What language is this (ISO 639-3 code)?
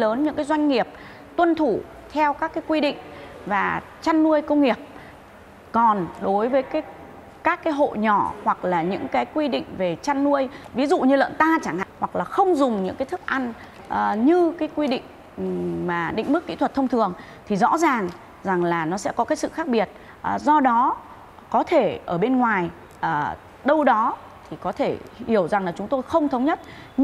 vie